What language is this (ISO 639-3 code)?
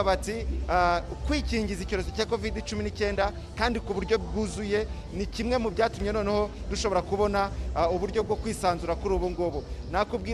kin